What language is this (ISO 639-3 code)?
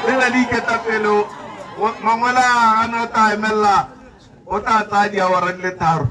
tsn